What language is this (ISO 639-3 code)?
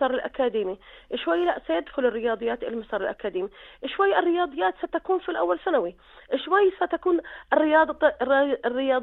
apc